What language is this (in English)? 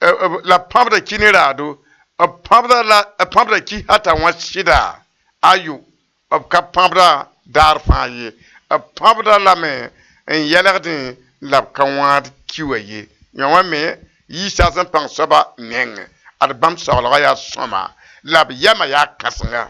Mossi